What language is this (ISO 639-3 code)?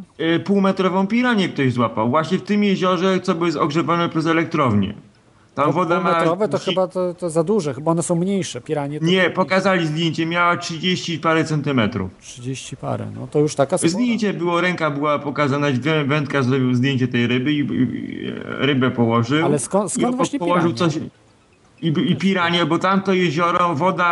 pol